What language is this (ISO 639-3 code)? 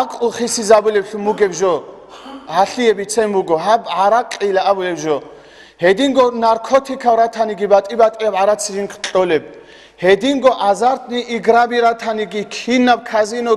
ava